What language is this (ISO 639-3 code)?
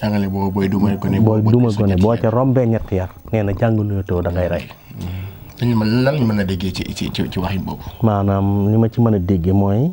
wol